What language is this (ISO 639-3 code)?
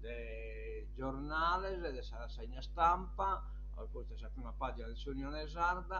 srd